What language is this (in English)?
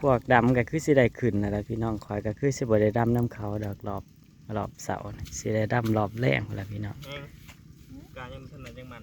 Northeastern Thai